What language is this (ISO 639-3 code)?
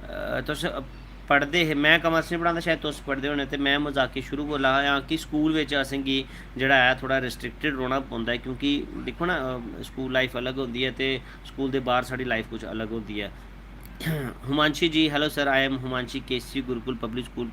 doi